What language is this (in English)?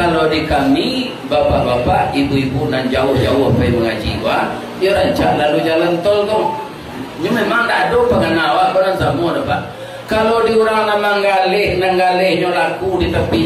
Minangkabau